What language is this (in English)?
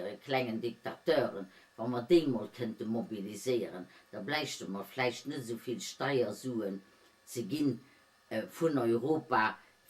Luxembourgish